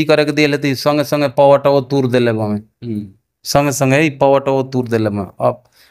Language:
Bhojpuri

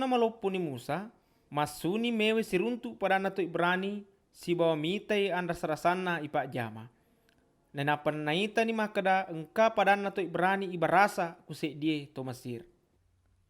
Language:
Buginese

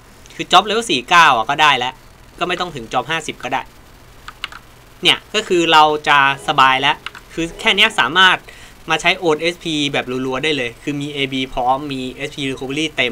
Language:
Thai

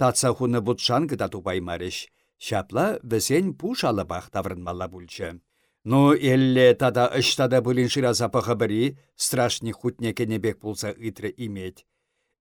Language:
Chuvash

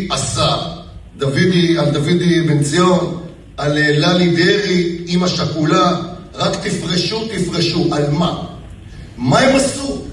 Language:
Hebrew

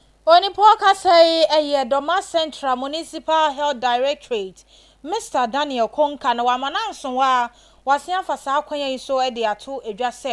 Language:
Akan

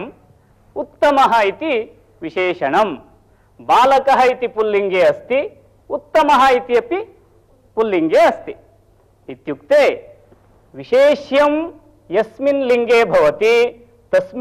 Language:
Sanskrit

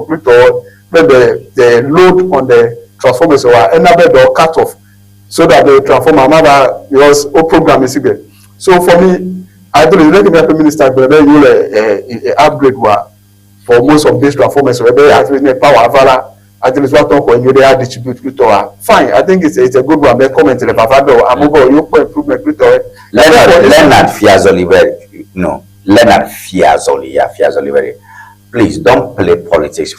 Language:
Ewe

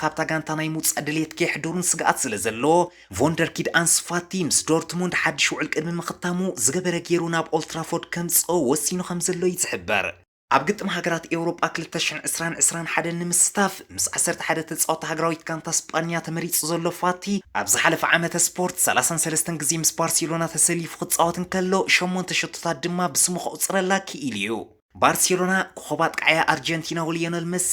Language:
Tigrinya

